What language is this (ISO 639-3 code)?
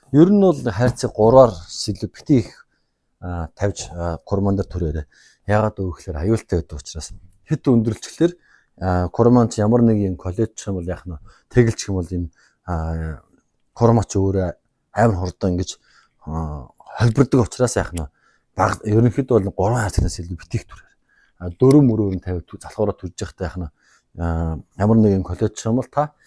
mon